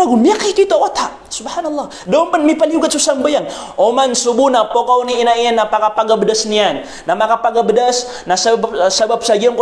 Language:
Maranao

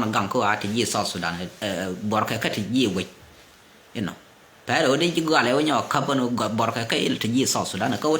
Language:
Nuer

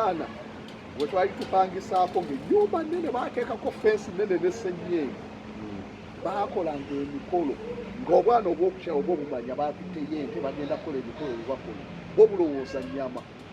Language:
Ganda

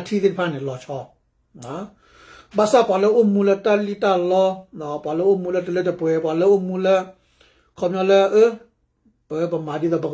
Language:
S'gaw Karen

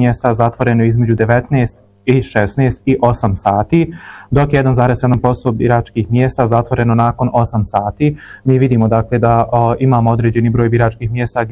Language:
Bosnian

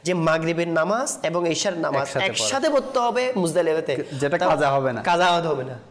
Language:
Bangla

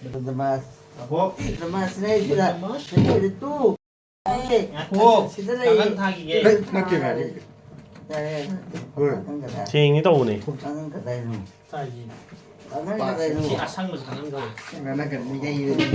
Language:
Manipuri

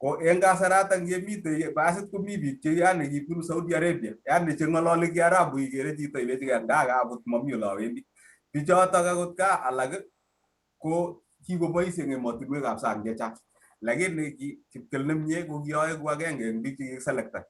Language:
Kalenjin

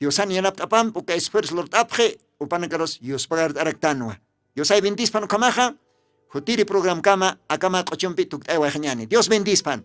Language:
Aymara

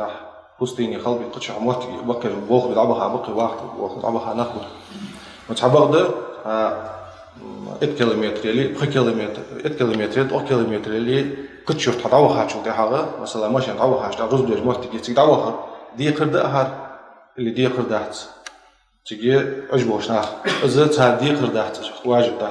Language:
Ingush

